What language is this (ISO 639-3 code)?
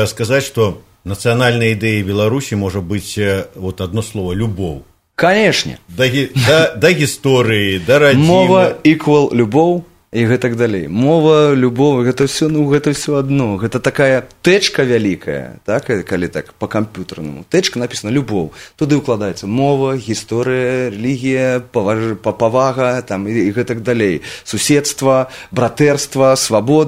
bel